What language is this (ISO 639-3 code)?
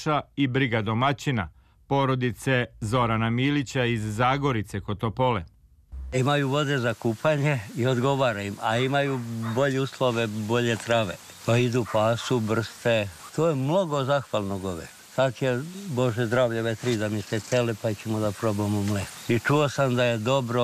srp